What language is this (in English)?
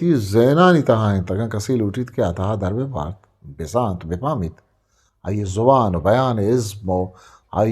Eastern Balochi